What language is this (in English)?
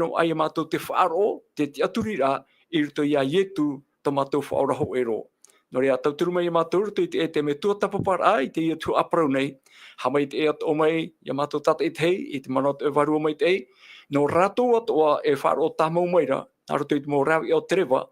Tahitian